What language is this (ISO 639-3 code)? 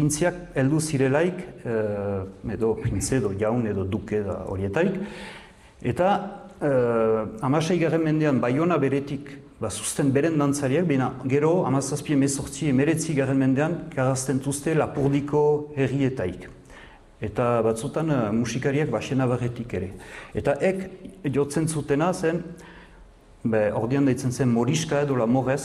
eus